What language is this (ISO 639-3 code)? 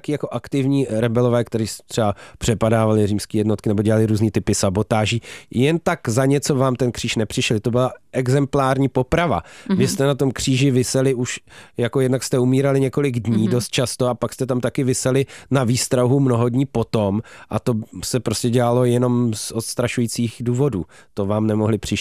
ces